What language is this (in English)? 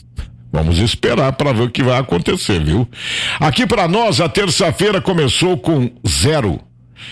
Portuguese